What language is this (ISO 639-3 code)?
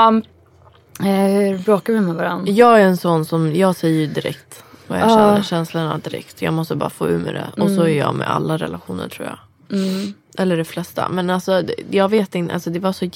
swe